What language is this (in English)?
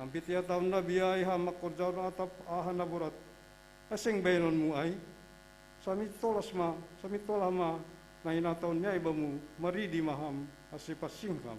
Batak Simalungun